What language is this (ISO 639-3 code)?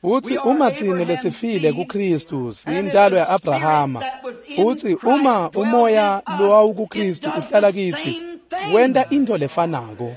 ssw